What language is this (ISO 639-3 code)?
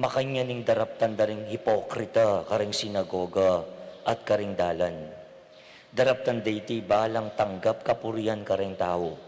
pam